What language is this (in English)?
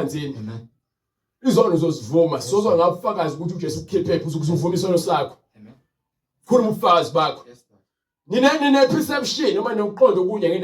Zulu